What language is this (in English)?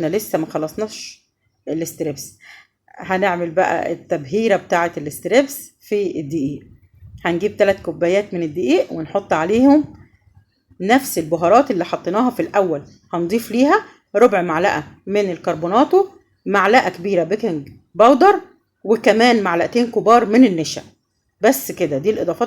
Egyptian Arabic